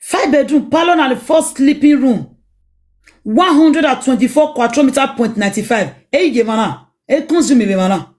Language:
Nigerian Pidgin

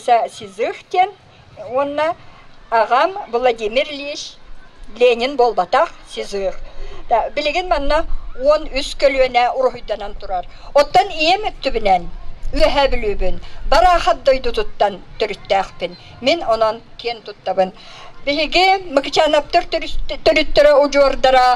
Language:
Yakut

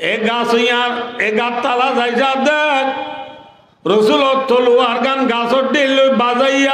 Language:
Rohingya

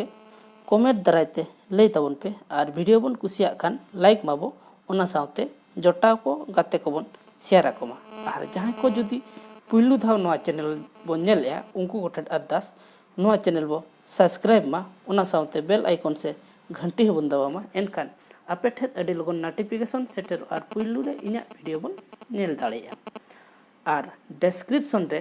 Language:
Santali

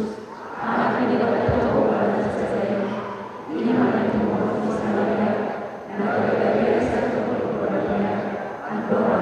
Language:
Batak Toba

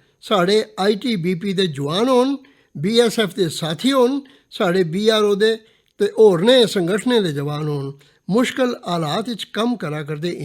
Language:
Dogri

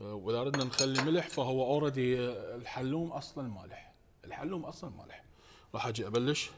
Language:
Mesopotamian Arabic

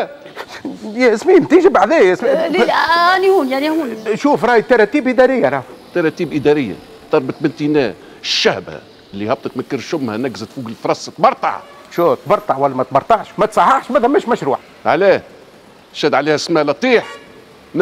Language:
Tunisian Arabic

